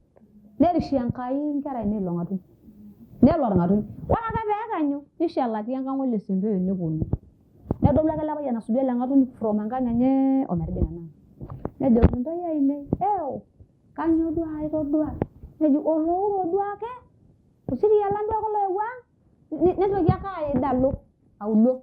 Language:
Masai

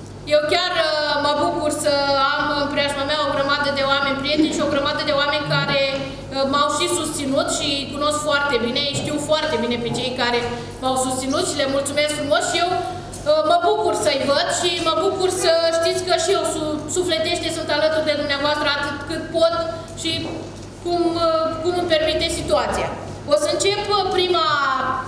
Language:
Romanian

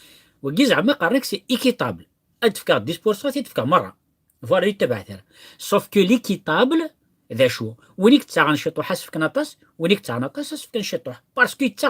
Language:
Kabyle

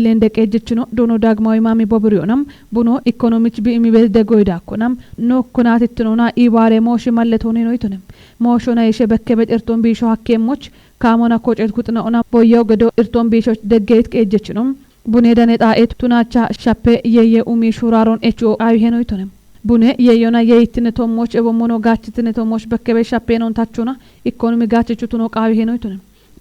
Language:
Kafa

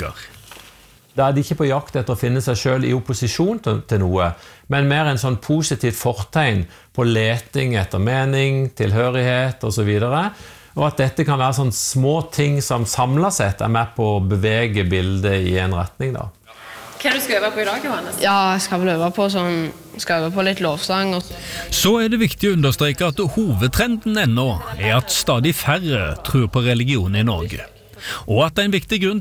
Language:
Norwegian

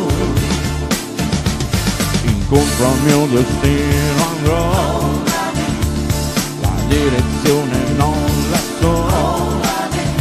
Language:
Italian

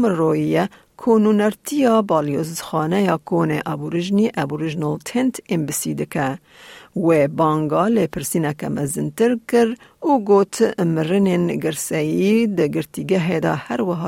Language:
Kurdish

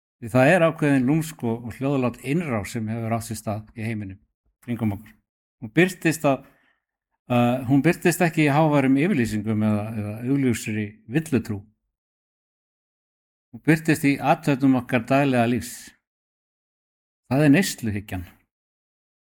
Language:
Icelandic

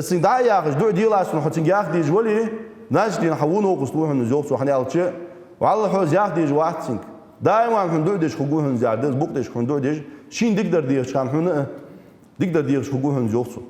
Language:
Ingush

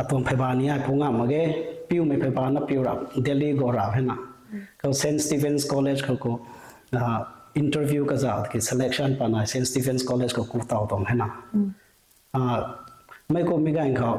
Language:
Rongmei Naga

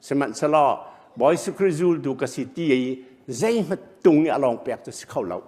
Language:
Hakha Chin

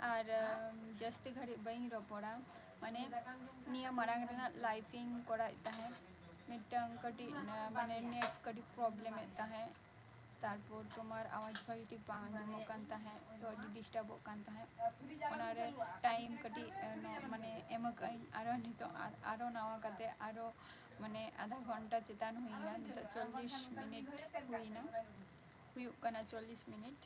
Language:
Santali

